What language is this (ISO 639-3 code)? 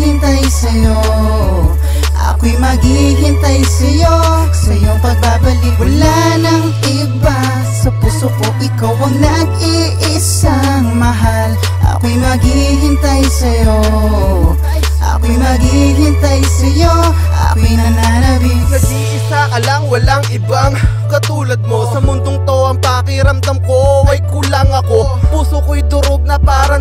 fil